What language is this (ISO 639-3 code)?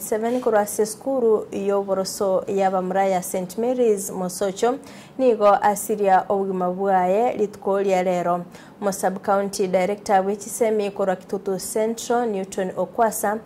guz